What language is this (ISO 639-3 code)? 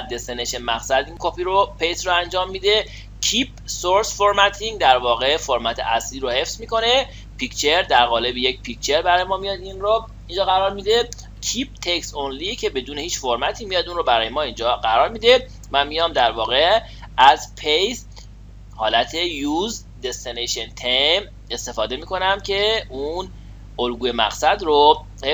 fas